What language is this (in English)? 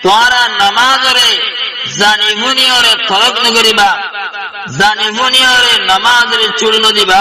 Rohingya